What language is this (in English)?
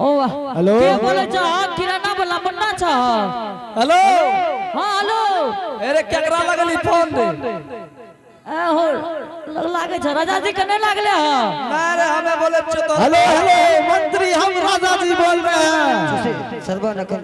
Angika